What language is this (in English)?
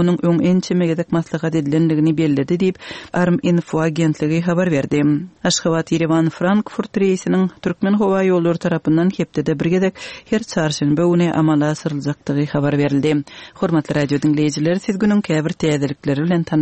Turkmen